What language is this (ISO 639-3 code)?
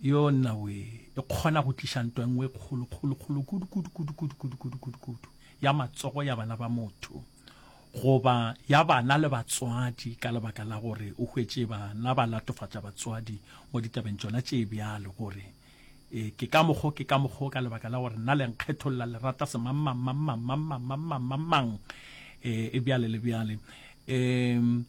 nso